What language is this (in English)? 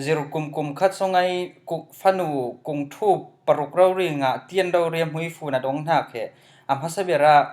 Falam Chin